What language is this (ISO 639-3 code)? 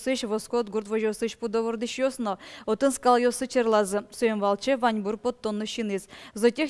udm